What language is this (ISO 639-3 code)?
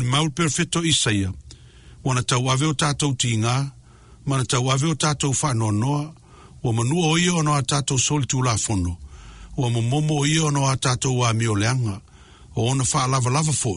smo